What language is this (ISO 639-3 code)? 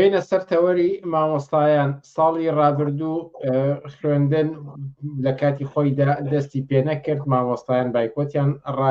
ckb